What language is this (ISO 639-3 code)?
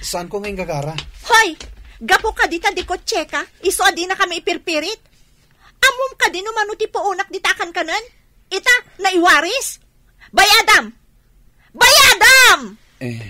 ilo